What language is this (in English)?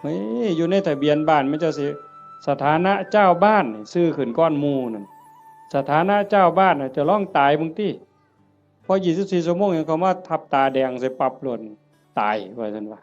Northeastern Thai